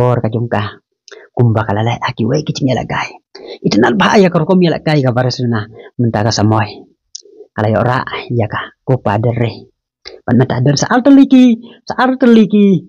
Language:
Khasi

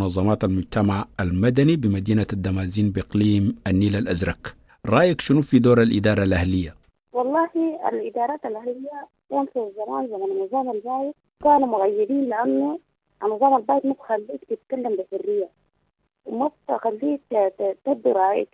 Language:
Sudanese Arabic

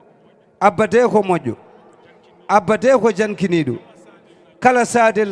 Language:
Fula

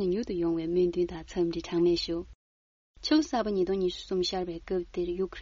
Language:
Tibetan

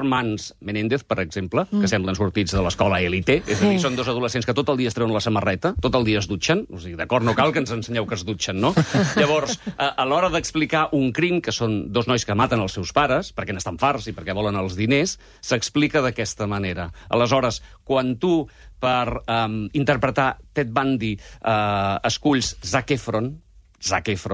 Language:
Catalan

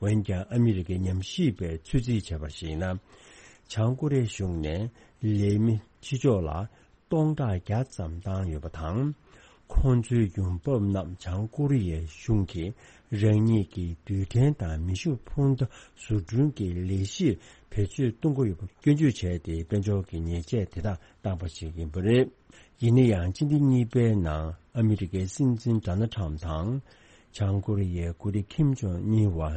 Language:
Tibetan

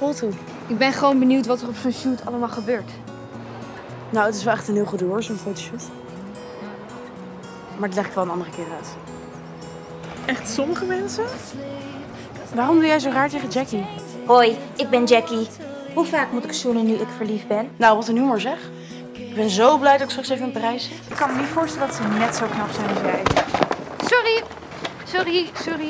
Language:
Dutch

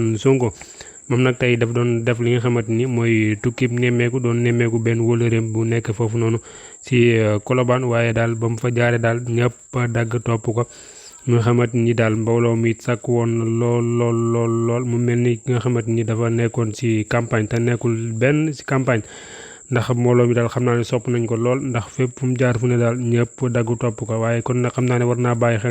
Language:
Wolof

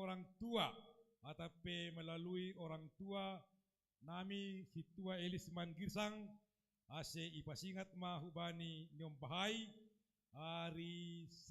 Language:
Batak Simalungun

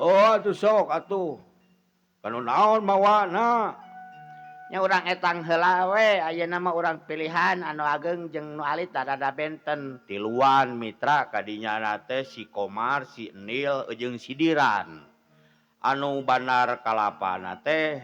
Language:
Sundanese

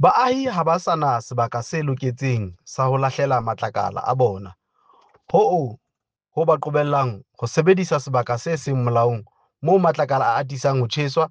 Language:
Southern Sotho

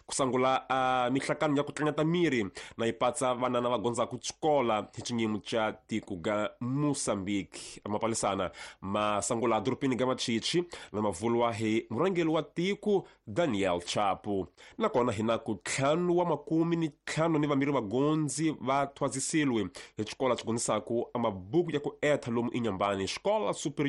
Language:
Tsonga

